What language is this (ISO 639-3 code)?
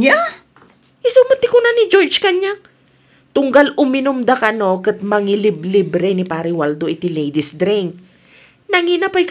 ilo